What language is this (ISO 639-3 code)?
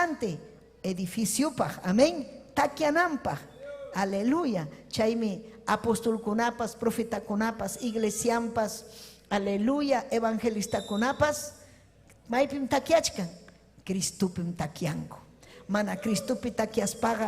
quy